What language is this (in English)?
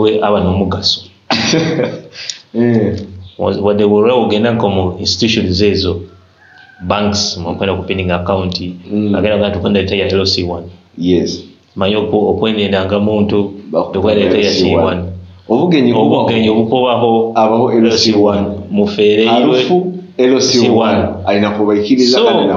Nyoro